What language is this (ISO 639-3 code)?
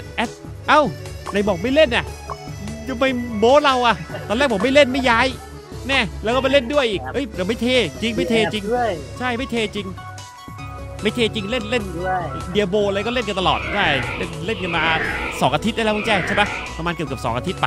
tha